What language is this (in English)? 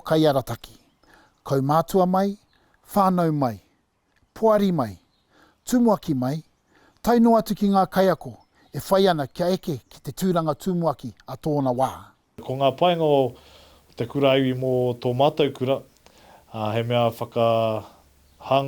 Māori